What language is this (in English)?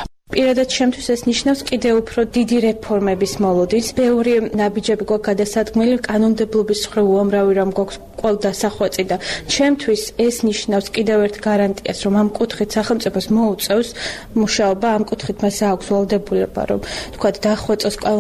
Georgian